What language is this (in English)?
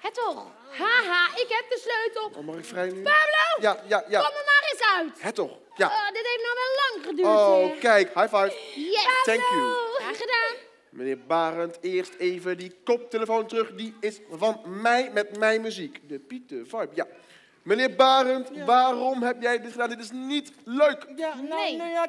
Dutch